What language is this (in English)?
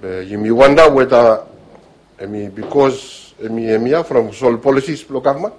Bislama